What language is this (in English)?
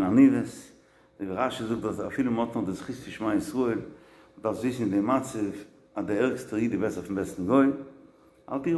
Yiddish